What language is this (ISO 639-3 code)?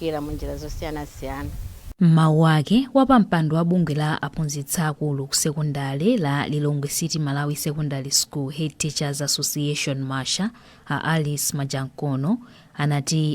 nya